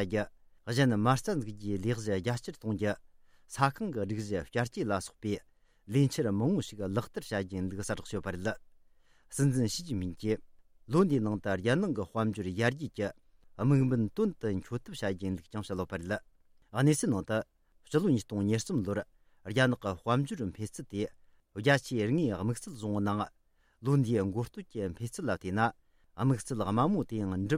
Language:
Tibetan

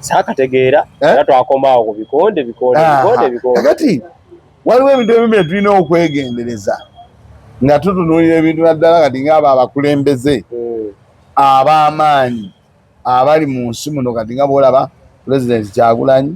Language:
Ganda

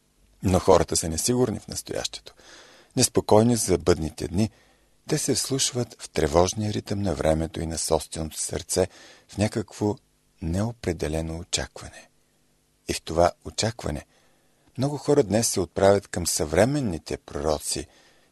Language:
Bulgarian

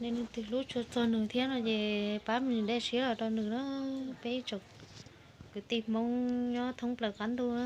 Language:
Hmong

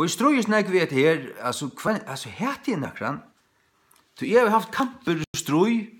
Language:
Faroese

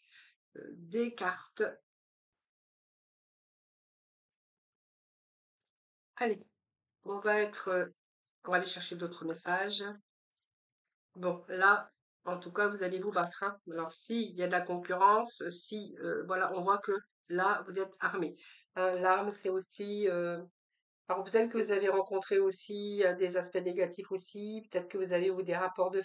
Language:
French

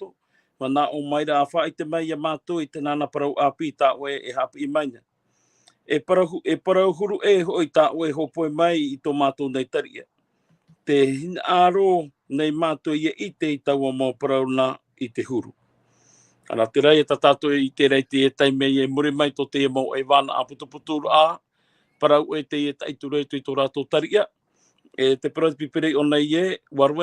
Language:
Tahitian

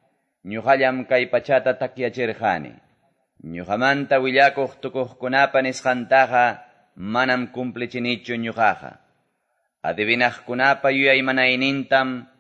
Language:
Quechua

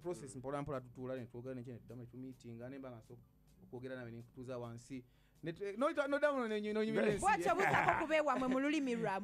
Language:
Ganda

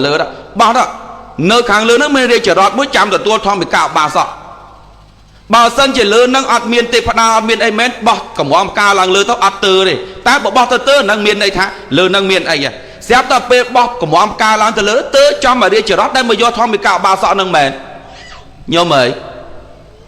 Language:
Khmer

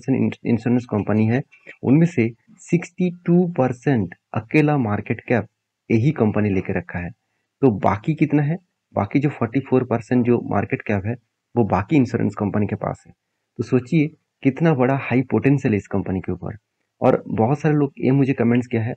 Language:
Hindi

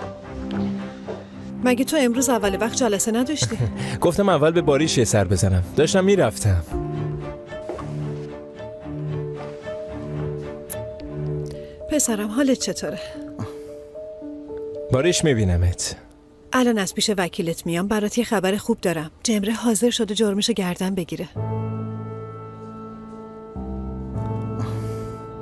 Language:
Persian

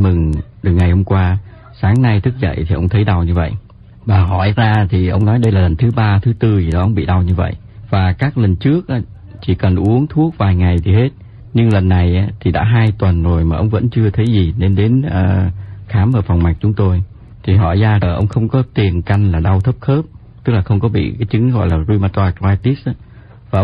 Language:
Vietnamese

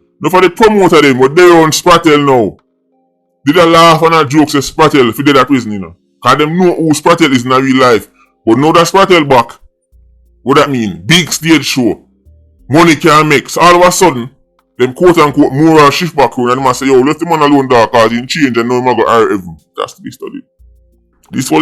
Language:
Jamaican Creole English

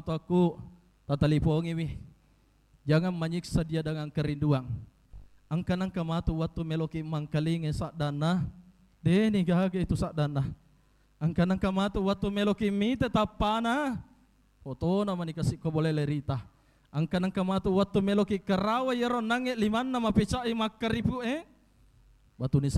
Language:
Buginese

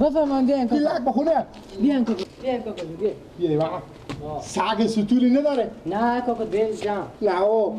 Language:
Persian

